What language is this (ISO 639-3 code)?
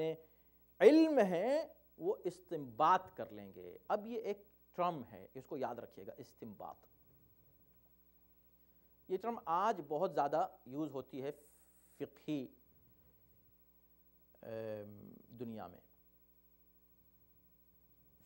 urd